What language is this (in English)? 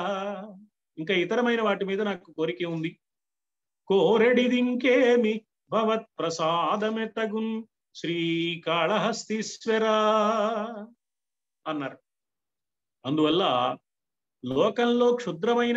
Telugu